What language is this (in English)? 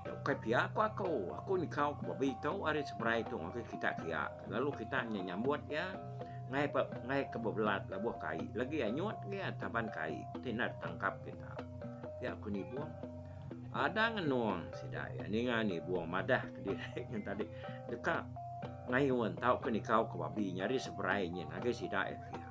Iban